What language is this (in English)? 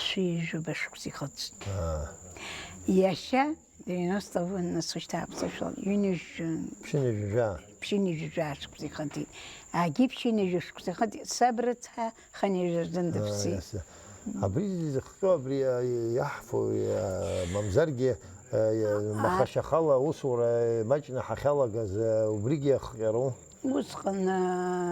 Abkhazian